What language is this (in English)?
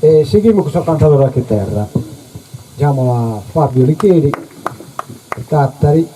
Sardinian